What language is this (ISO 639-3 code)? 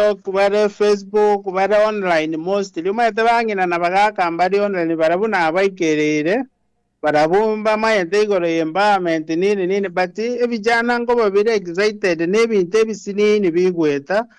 guz